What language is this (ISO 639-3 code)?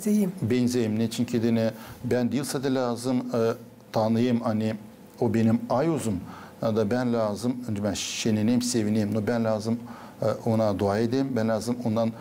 gag